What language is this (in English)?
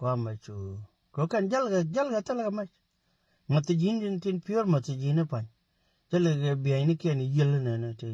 Nuer